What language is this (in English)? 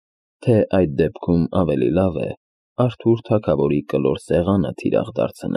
Armenian